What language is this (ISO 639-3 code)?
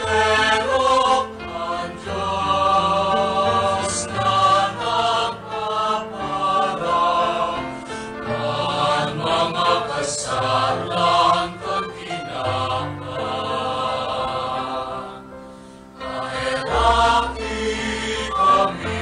bik